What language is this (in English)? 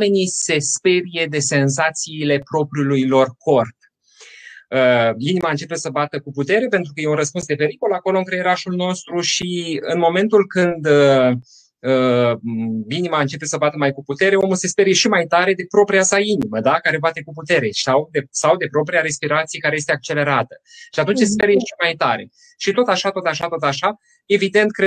Romanian